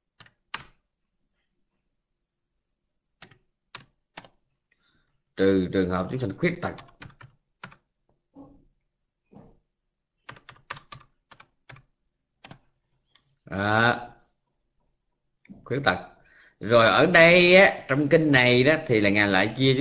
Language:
Vietnamese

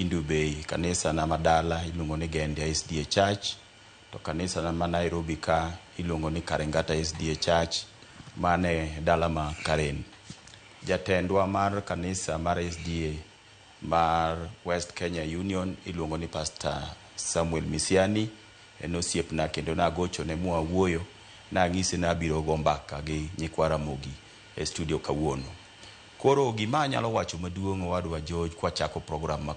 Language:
Luo (Kenya and Tanzania)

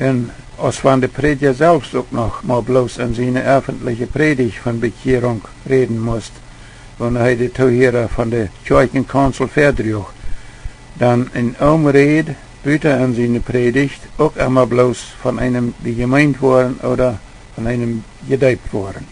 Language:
Plautdietsch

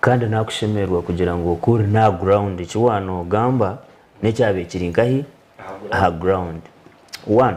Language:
Nyankole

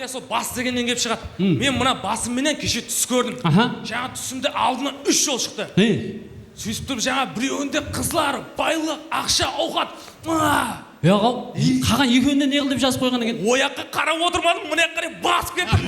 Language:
Kara-Kalpak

